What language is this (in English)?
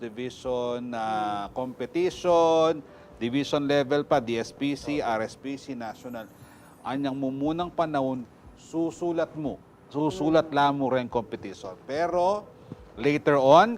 Pampanga